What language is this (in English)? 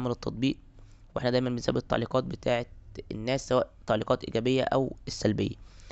Egyptian Arabic